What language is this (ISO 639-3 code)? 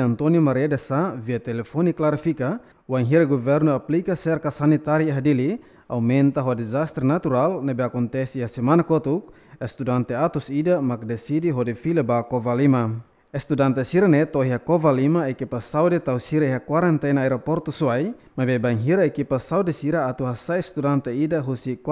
tet